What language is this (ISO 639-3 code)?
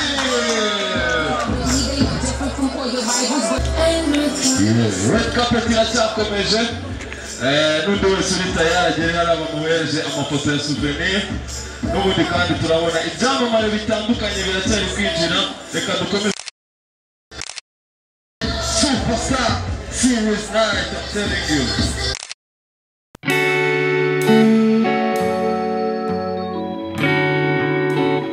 kin